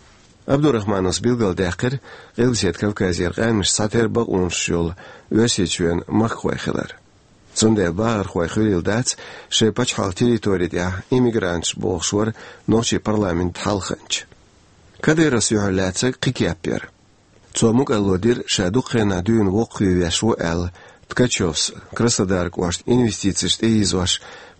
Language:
Chechen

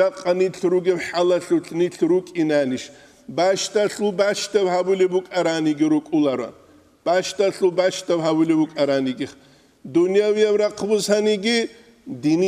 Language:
Avaric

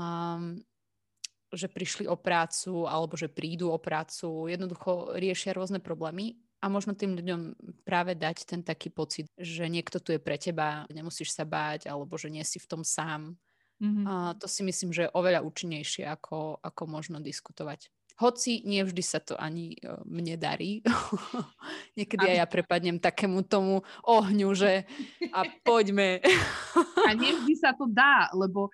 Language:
Slovak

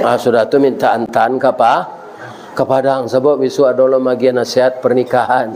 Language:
Minangkabau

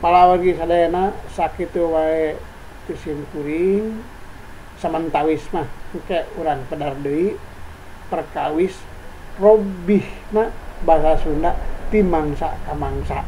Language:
Sundanese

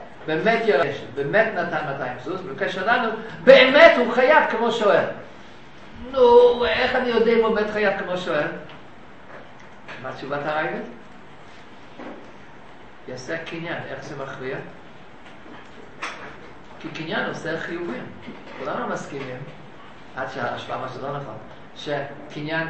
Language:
Hebrew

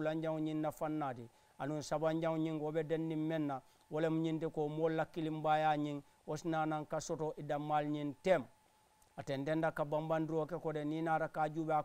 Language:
Mandingo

